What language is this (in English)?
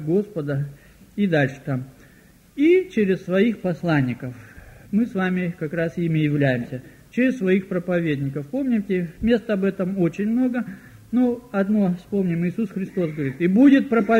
Russian